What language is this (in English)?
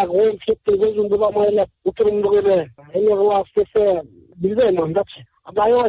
Kyrgyz